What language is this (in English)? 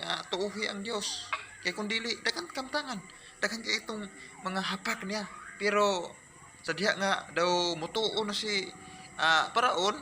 Cebuano